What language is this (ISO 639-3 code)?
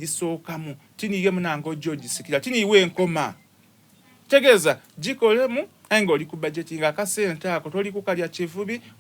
xog